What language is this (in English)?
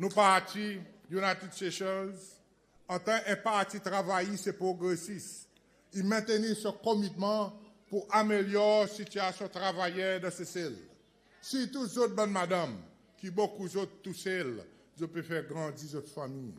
Seselwa Creole French